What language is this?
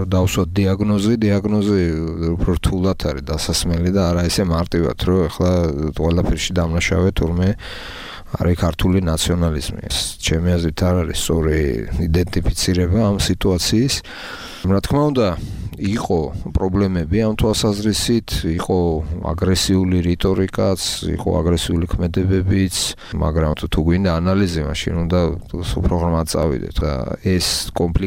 Georgian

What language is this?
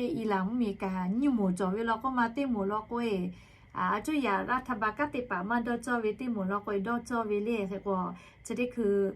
Lahu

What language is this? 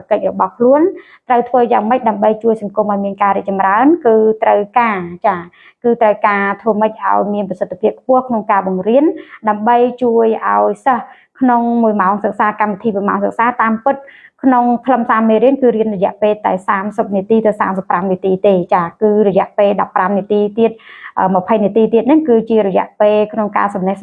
Khmer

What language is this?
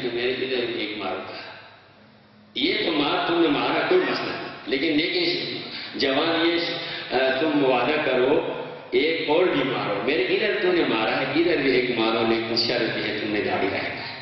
Urdu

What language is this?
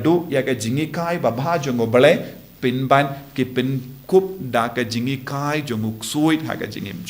Khasi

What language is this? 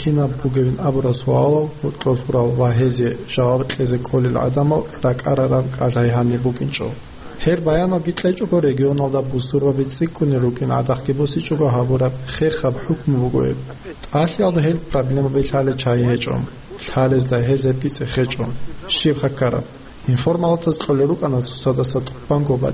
Avaric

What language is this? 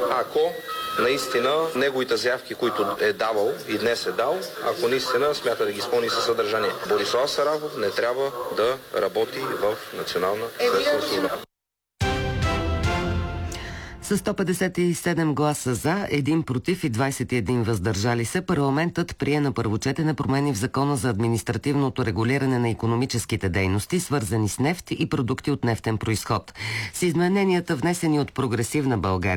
Bulgarian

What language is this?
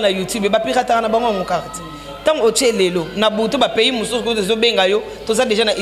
Lingala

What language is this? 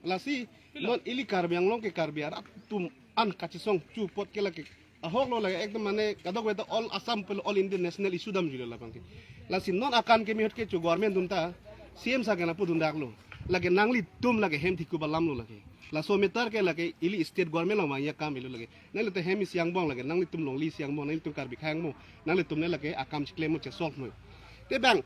Karbi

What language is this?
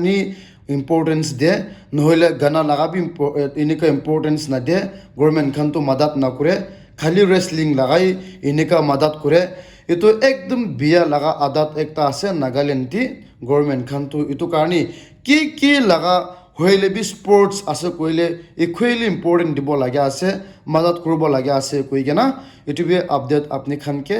Naga Pidgin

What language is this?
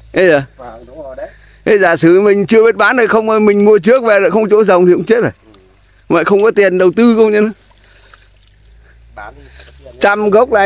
Vietnamese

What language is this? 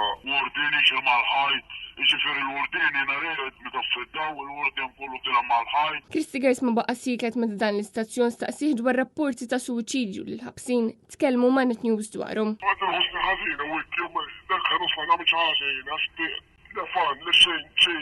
Maltese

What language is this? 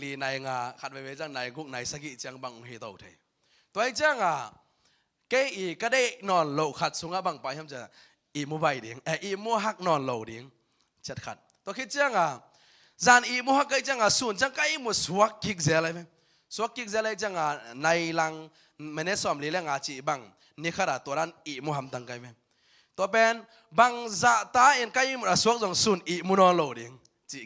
Tedim Chin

